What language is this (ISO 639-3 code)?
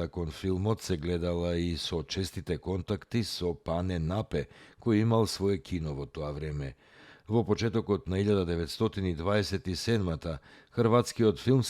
mkd